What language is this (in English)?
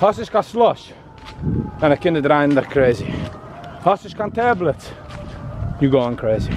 Yiddish